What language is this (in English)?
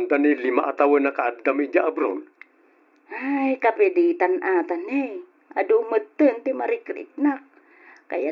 Iloko